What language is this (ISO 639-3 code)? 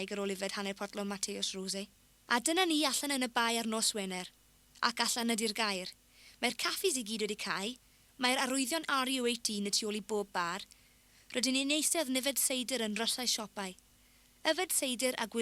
cym